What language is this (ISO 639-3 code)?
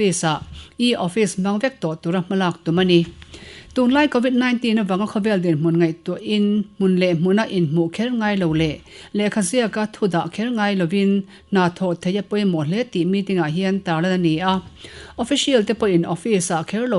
lus